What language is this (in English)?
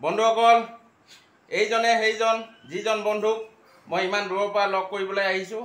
Assamese